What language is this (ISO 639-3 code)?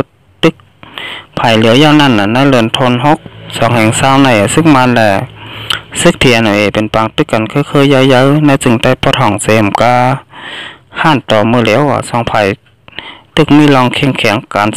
shn